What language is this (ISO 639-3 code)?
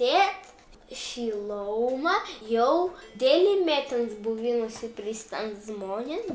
prg